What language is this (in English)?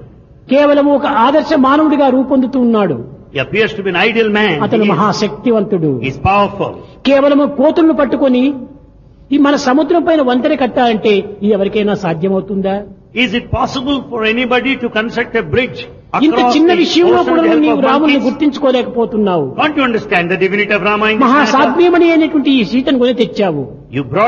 Telugu